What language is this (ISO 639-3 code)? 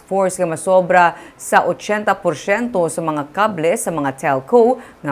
hil